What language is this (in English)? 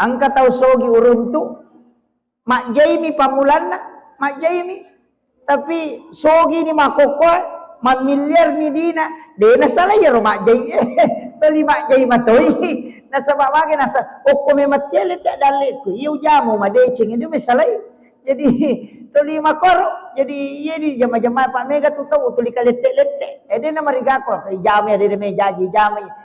Buginese